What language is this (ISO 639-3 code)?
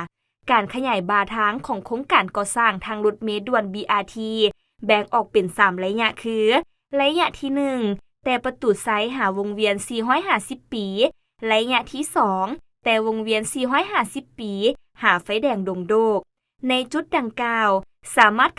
lao